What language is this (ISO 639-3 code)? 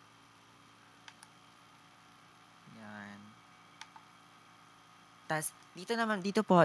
fil